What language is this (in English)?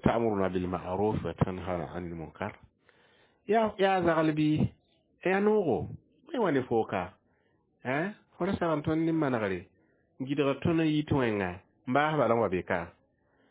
Mossi